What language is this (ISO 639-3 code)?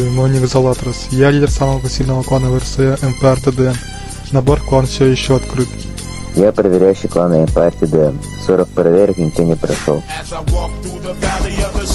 sah